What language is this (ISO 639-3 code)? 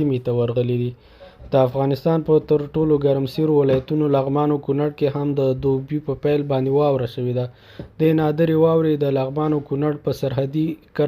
pus